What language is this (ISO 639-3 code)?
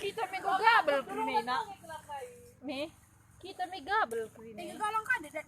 btx